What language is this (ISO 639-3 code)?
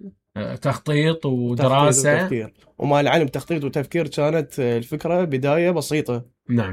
acm